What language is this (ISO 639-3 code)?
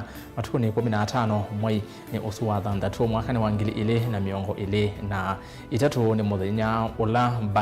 kam